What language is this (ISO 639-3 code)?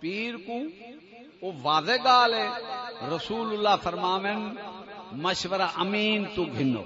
skr